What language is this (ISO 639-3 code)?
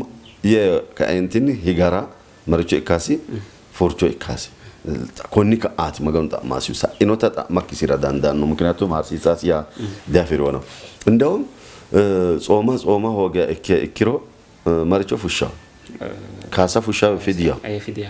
sid